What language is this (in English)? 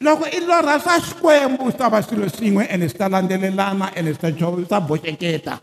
Tsonga